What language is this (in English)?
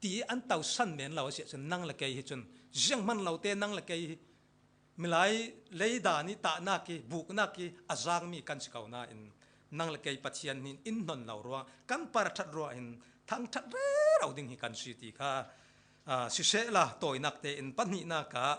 Falam Chin